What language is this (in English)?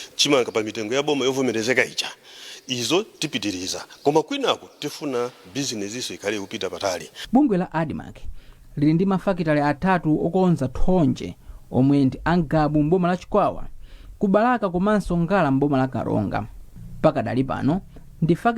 Nyanja